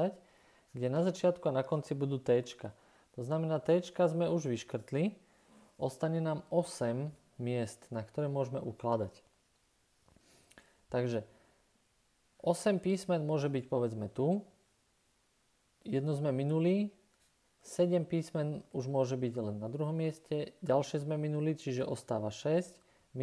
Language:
Slovak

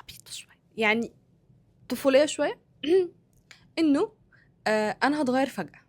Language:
Egyptian Arabic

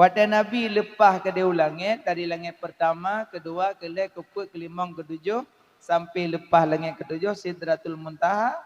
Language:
Achinese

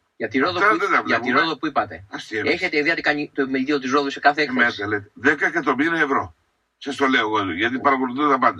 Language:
Greek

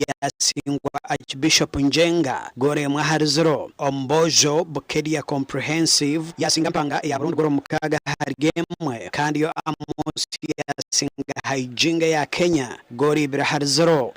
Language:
Nyankole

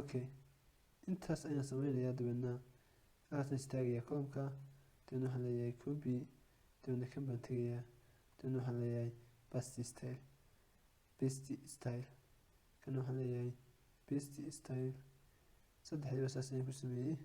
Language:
Somali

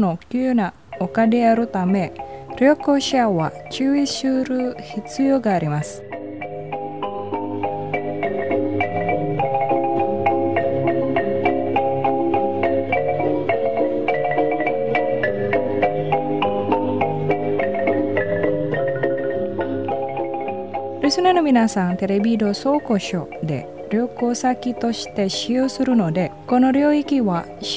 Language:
Japanese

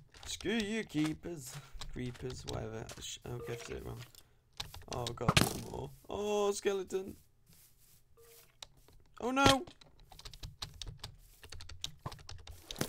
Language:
English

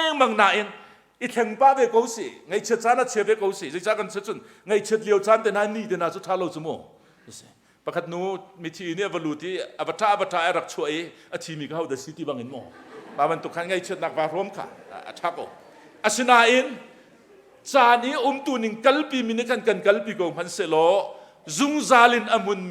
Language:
Hakha Chin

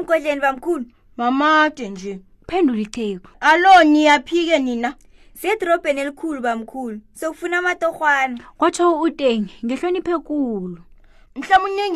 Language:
South Ndebele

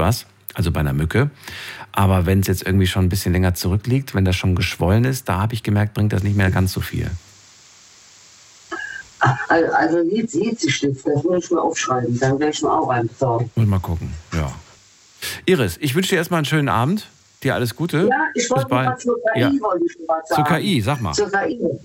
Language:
German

